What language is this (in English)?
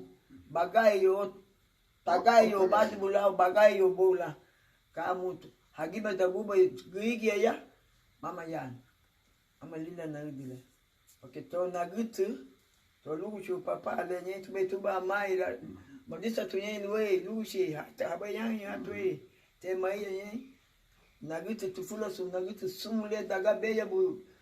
Garifuna